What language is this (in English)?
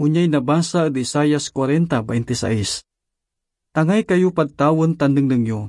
Pangasinan